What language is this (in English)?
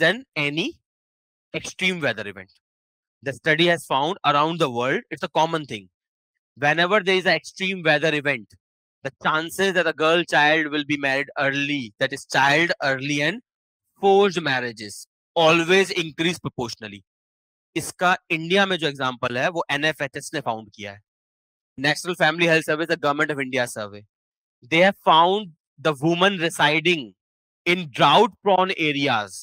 English